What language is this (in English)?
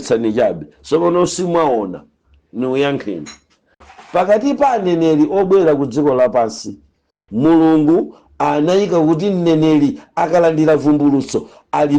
Nyanja